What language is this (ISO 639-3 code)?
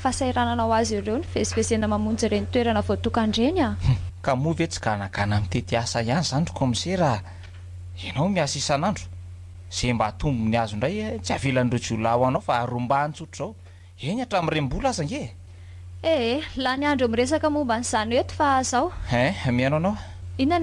mlg